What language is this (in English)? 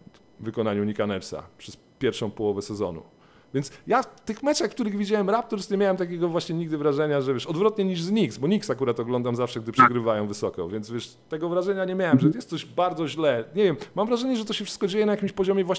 Polish